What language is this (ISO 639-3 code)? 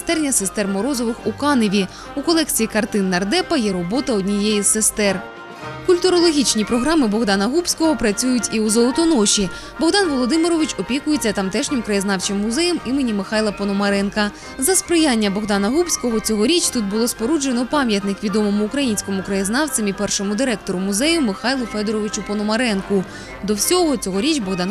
ukr